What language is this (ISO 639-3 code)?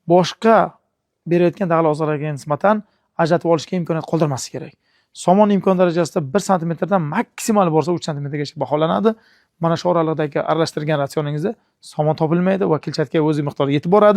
uzb